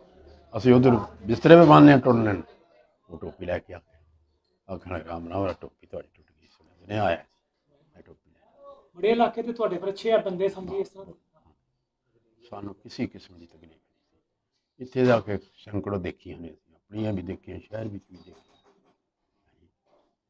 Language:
Punjabi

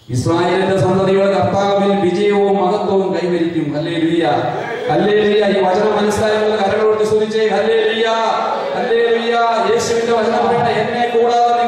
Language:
Malayalam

